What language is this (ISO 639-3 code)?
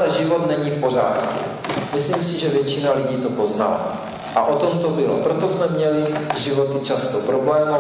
ces